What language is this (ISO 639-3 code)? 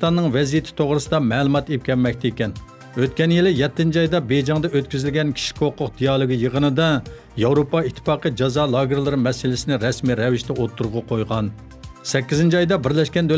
uig